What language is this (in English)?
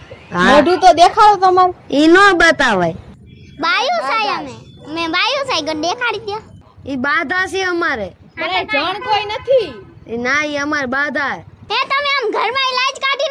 Gujarati